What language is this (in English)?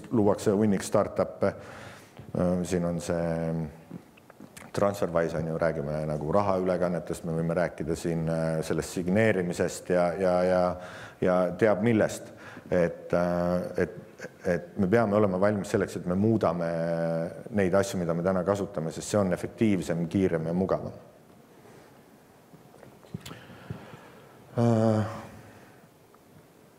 Estonian